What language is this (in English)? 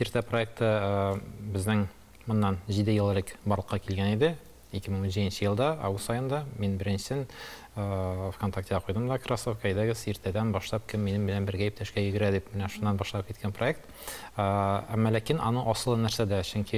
Tatar